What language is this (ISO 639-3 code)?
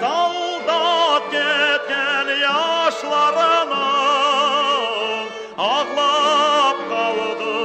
crh